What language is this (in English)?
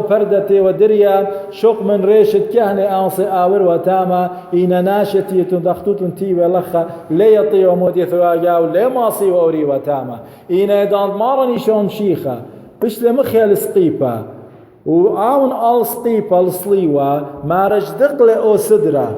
Assyrian Neo-Aramaic